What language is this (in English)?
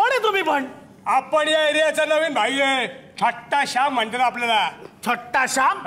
Marathi